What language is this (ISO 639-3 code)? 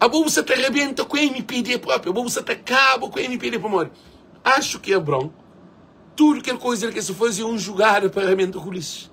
kea